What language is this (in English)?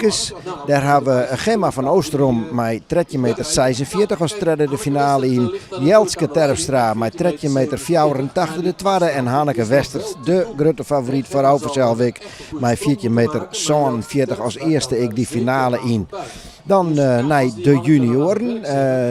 Western Frisian